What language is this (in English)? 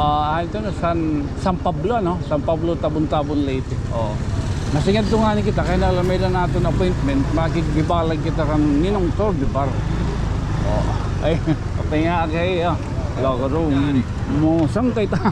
Waray